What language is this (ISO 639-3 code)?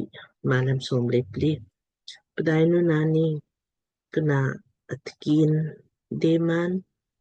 lmk